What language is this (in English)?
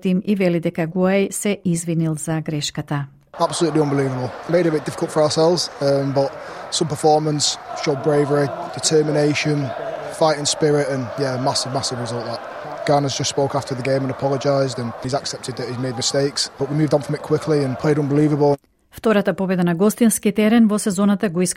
Macedonian